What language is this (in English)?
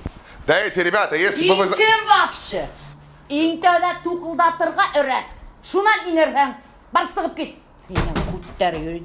Bashkir